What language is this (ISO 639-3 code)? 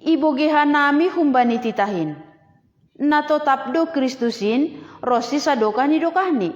bts